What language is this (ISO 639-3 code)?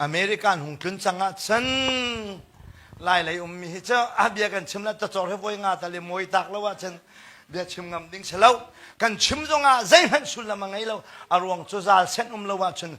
cnh